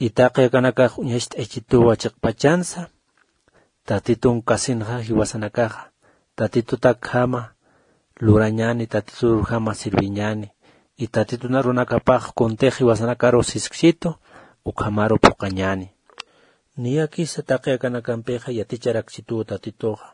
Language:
Aymara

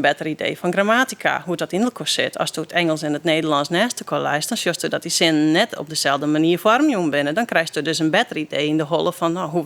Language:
Western Frisian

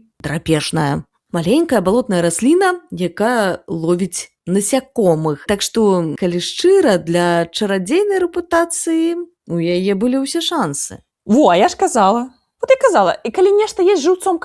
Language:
Belarusian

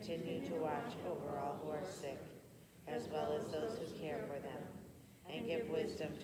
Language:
English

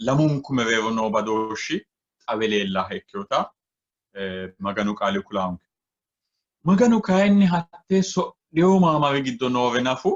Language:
Sidamo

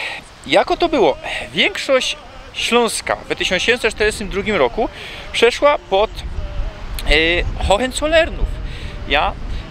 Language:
Silesian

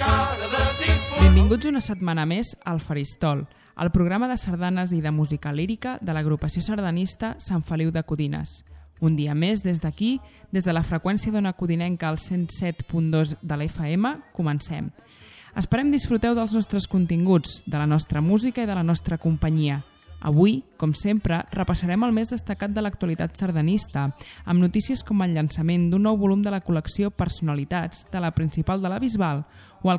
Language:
Catalan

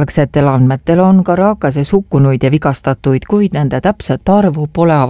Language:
Estonian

